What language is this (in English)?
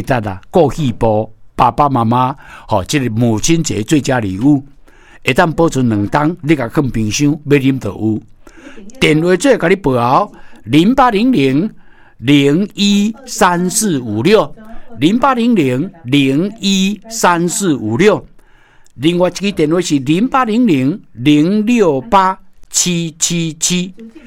Min Nan Chinese